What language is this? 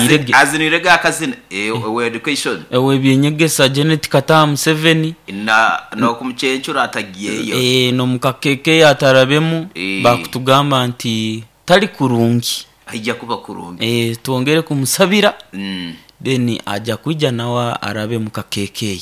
Nyoro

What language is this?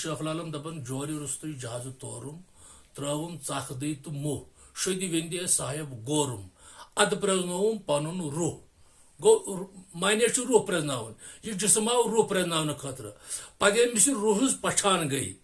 Kashmiri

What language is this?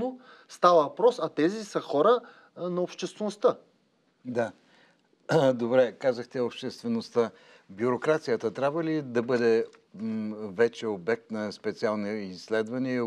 Bulgarian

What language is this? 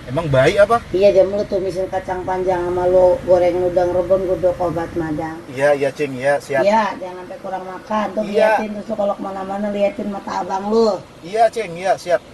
Betawi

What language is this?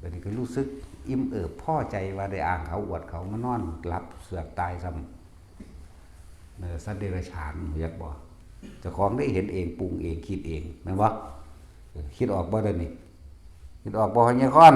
Northeastern Thai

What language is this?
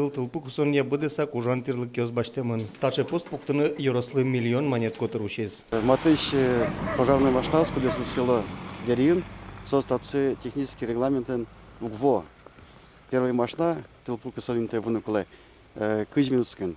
Udmurt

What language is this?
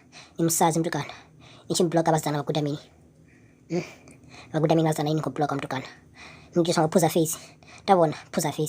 Venda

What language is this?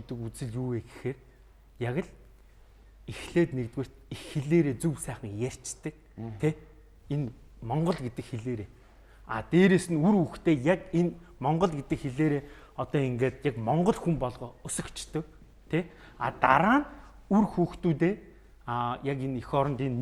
Mongolian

